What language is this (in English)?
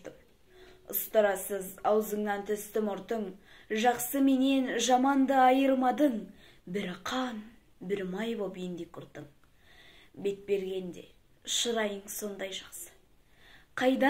Kazakh